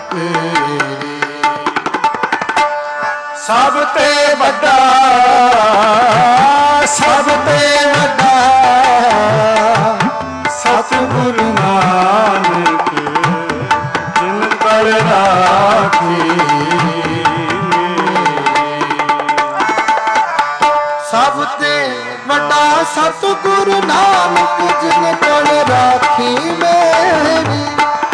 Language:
Punjabi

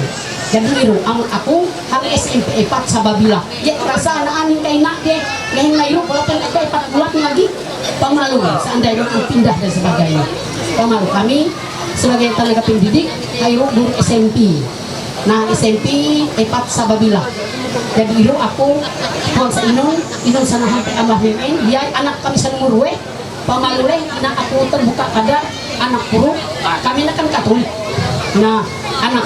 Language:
Ma'anyan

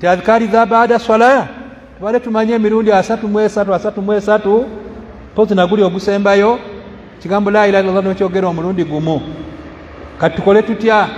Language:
Ganda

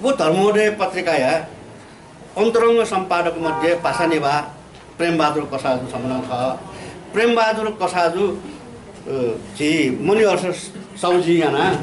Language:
Newari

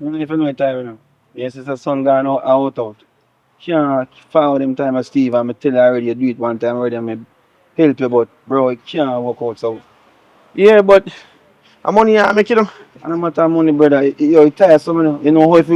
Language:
Jamaican Creole English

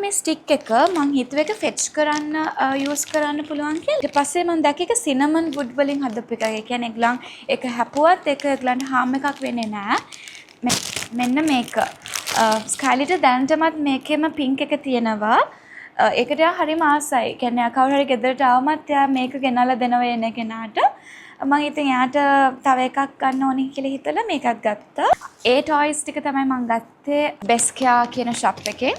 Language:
Sinhala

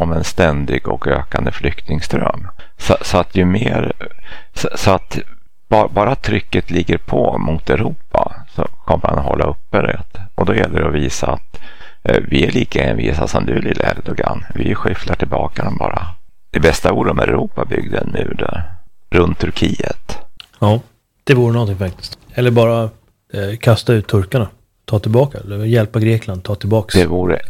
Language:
Swedish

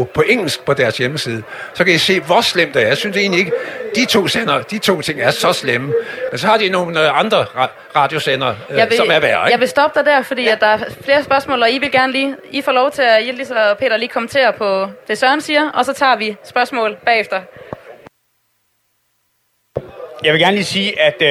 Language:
Danish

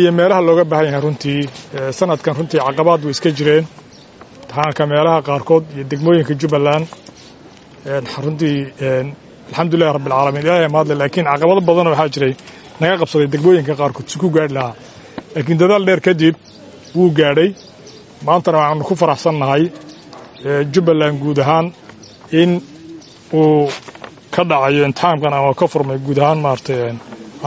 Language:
Somali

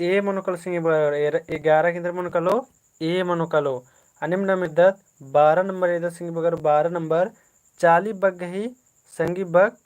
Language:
Kurukh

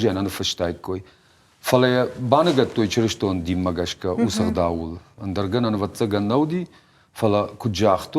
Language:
Ossetic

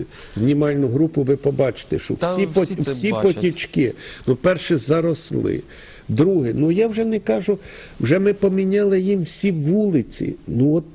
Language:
Ukrainian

